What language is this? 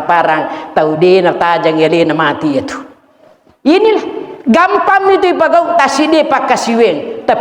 Buginese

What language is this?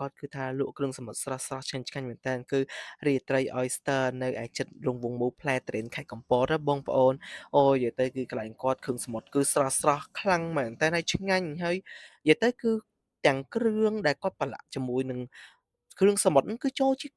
Khmer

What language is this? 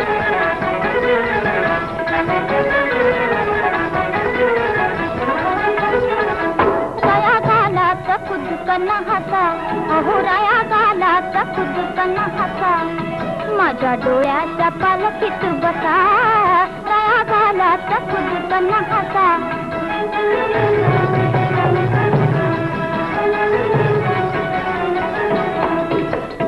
Marathi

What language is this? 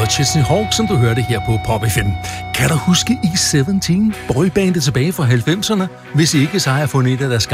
Danish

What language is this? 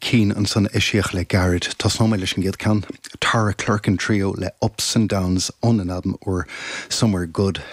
Irish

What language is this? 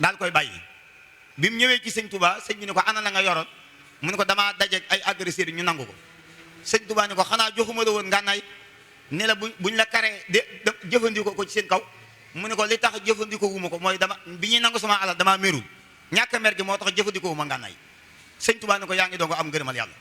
Wolof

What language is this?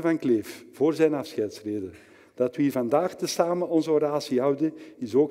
Dutch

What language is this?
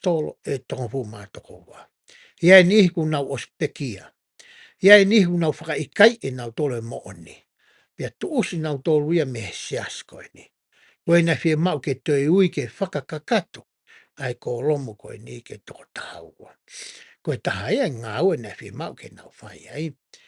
Tongan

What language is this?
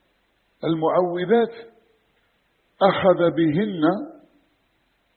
Arabic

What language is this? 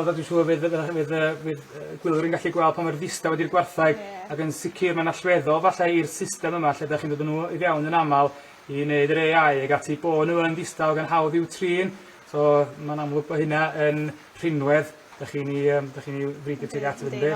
Welsh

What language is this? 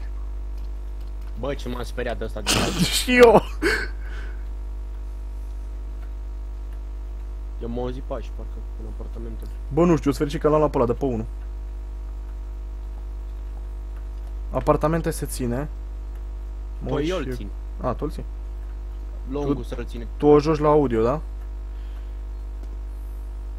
Romanian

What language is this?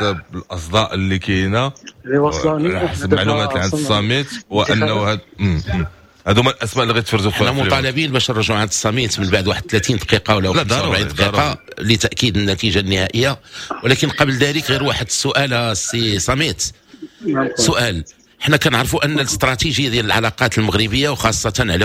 Moroccan Arabic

